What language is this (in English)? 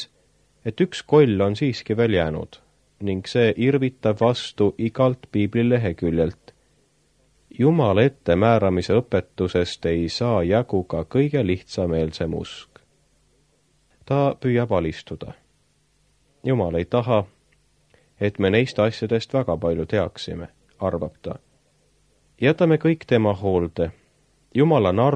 Estonian